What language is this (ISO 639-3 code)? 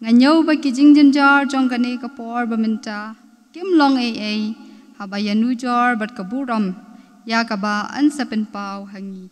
kha